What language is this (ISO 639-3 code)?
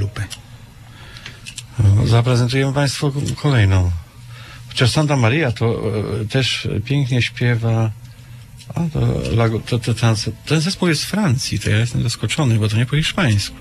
pol